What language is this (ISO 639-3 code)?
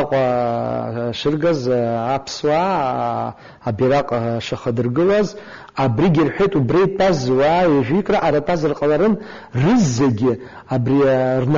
abk